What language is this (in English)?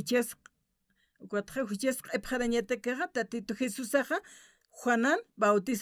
Aymara